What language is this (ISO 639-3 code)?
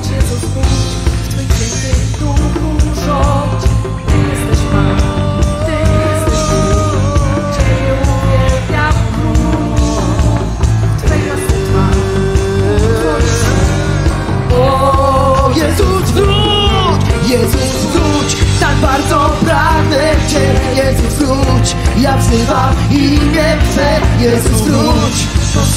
pol